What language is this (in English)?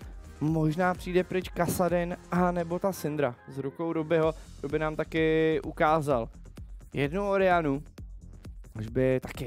Czech